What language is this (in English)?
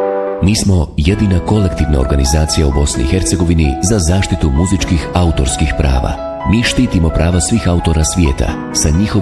Bosnian